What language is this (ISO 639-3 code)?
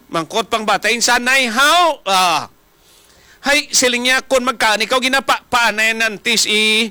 hil